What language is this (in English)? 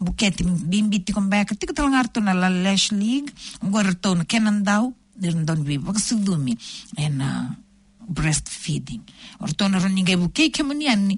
Fijian